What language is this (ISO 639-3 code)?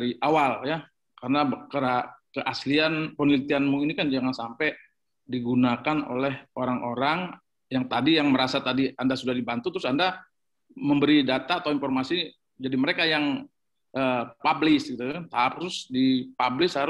ind